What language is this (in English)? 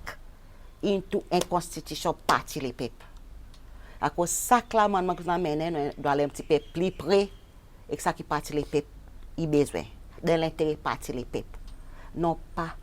Seselwa Creole French